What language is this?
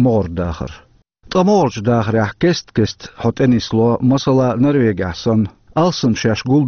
Chechen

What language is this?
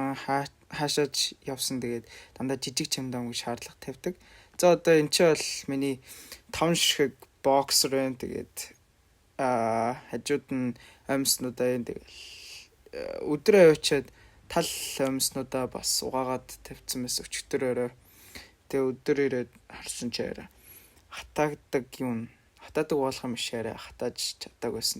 Mongolian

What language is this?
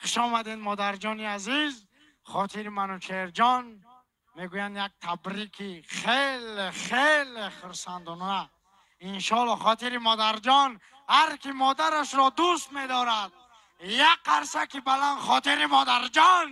Tajik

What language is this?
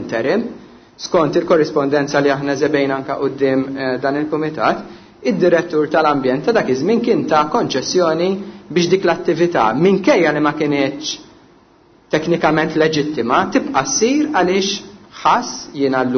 Maltese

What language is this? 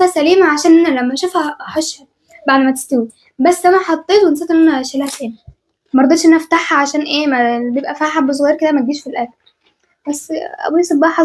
Egyptian Arabic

